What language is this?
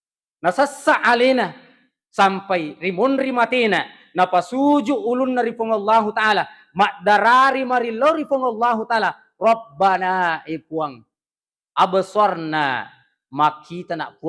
Buginese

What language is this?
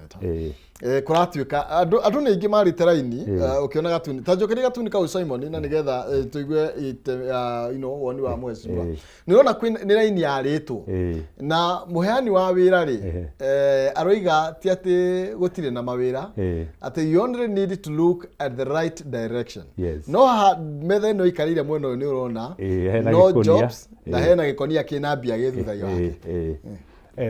Kikuyu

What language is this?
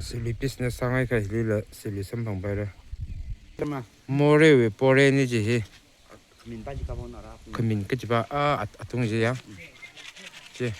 Tangkhul Naga (India)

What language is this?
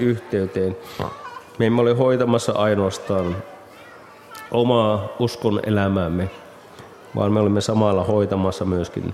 Finnish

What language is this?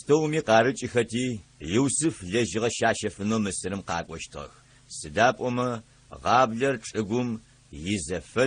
Adyghe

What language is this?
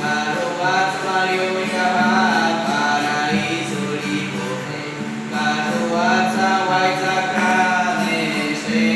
Baniwa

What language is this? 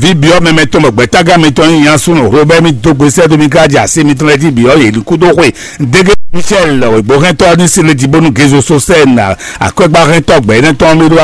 Fon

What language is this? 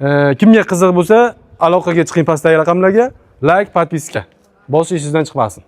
Uzbek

